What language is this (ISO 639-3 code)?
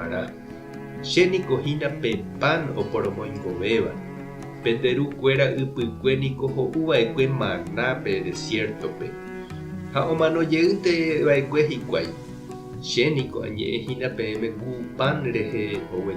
grn